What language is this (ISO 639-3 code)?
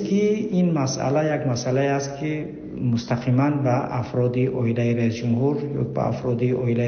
tgk